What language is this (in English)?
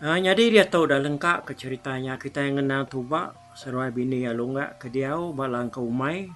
Iban